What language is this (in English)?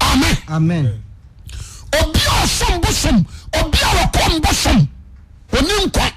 Akan